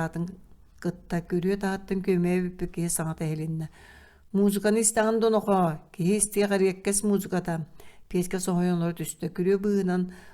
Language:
Yakut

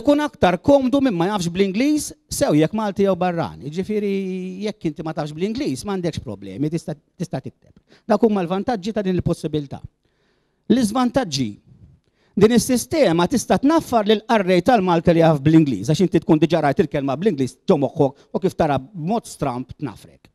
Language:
Maltese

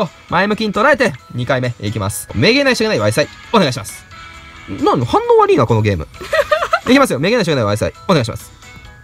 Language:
Japanese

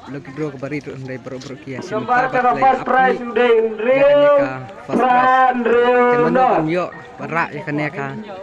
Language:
Khasi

